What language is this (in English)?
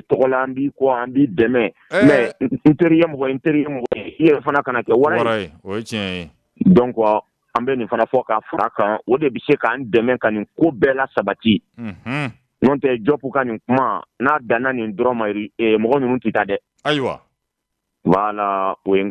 Bambara